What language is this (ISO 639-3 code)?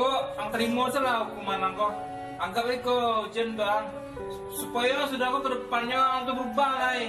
min